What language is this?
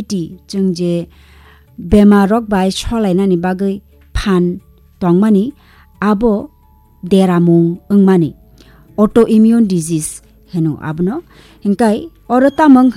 Kok Borok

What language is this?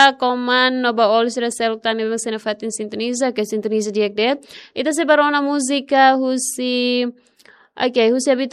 Tetum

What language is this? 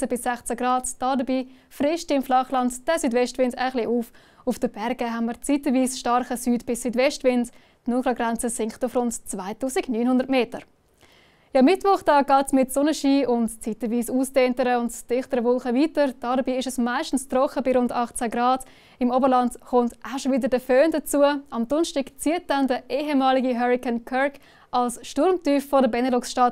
Swiss German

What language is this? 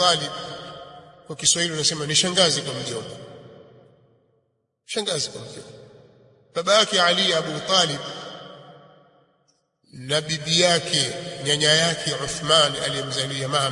Swahili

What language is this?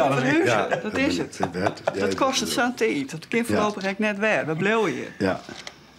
Western Frisian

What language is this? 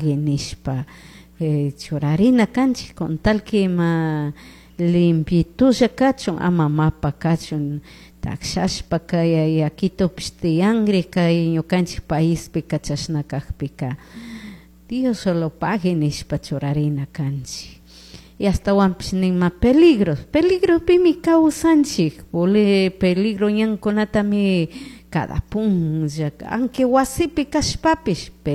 Chimborazo Highland Quichua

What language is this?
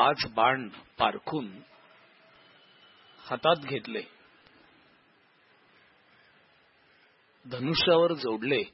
Marathi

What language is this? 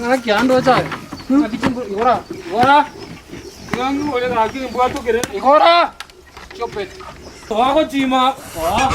Gusii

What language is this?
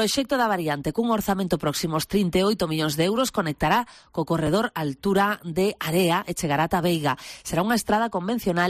Galician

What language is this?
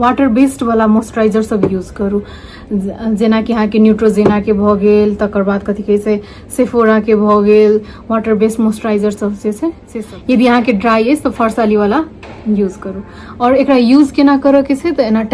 Maithili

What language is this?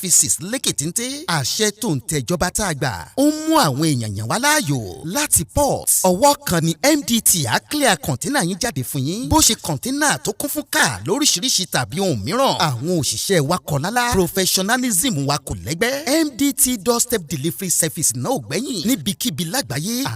Yoruba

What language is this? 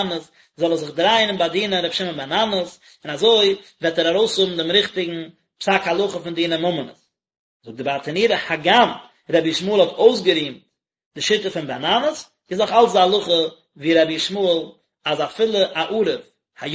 Yiddish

